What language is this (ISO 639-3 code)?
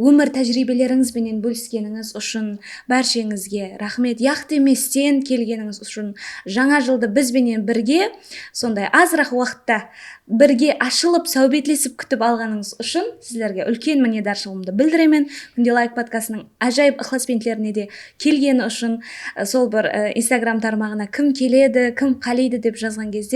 kaa